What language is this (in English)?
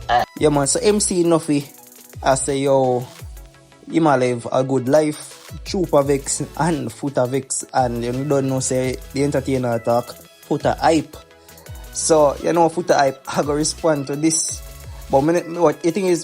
Jamaican Creole English